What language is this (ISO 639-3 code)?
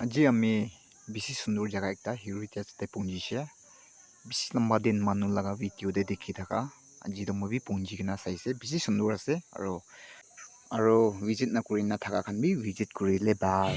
nag